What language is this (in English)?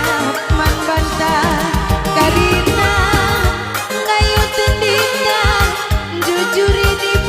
Batak Karo